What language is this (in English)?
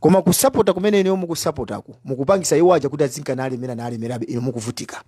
Nyanja